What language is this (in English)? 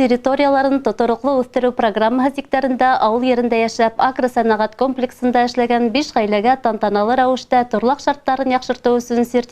Bashkir